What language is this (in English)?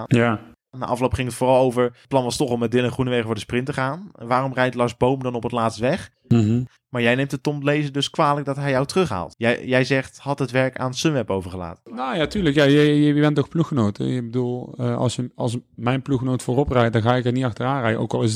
Dutch